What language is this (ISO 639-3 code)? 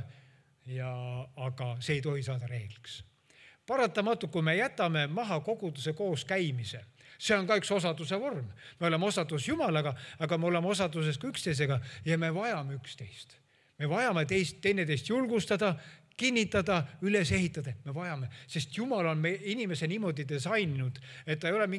est